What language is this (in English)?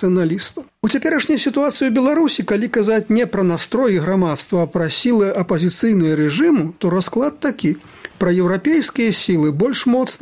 Belarusian